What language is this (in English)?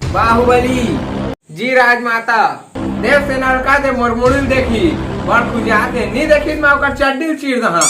Chhattisgarhi